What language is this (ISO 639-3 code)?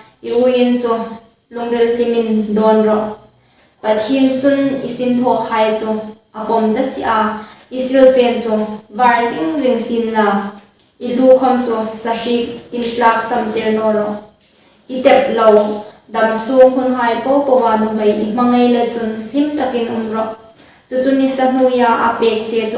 hmr